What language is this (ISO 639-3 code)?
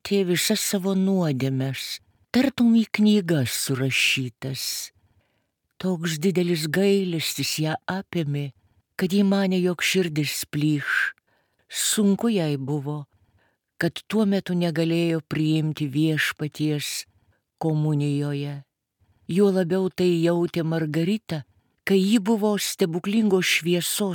lit